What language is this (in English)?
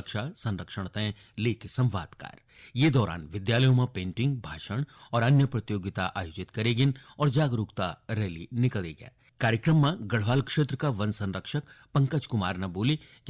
Garhwali